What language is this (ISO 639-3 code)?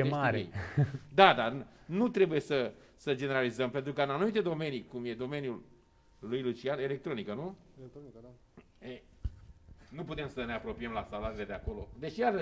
ron